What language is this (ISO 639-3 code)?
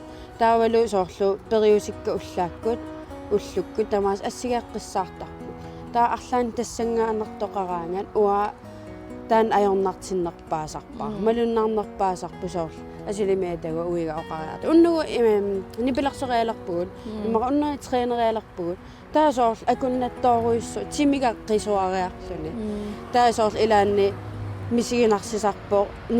kal